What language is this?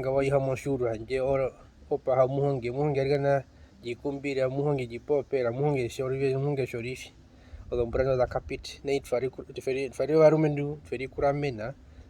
Herero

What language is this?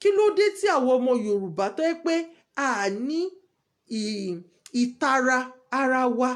Yoruba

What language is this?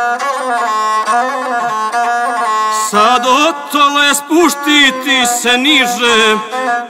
Serbian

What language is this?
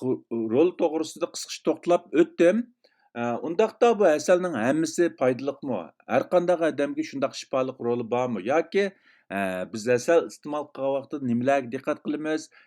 Uyghur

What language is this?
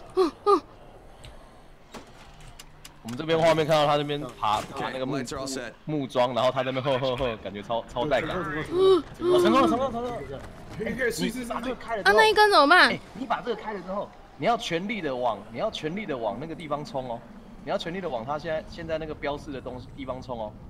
Chinese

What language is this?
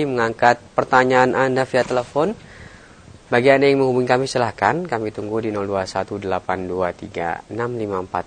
Indonesian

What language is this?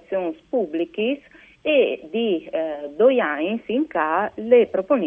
Friulian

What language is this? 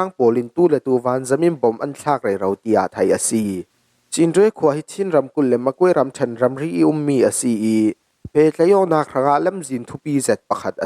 Falam Chin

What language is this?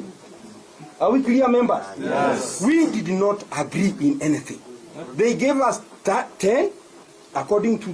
Gusii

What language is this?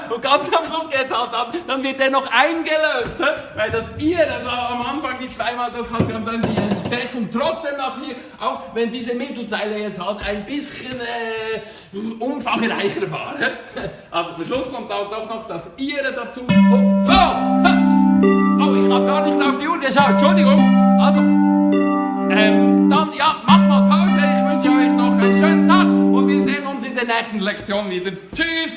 Swiss German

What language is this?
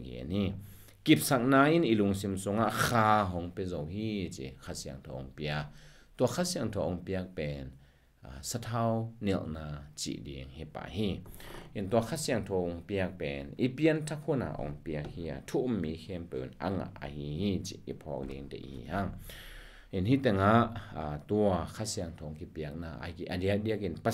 Tedim Chin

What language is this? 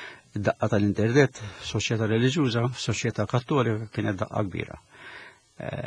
Maltese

